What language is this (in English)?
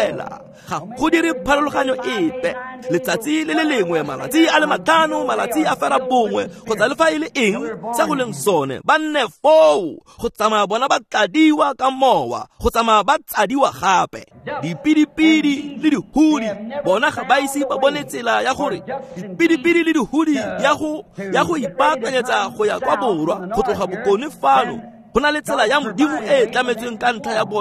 Tswana